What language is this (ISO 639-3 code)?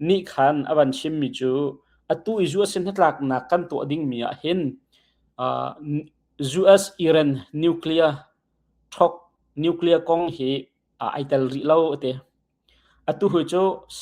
cnh